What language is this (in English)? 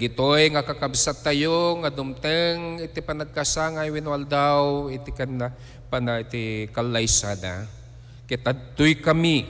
Iloko